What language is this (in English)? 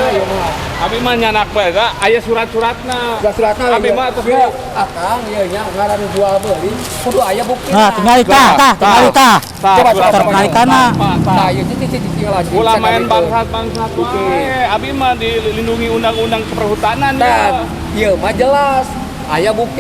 Sundanese